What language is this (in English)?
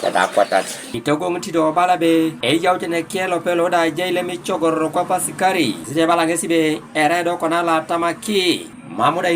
Teso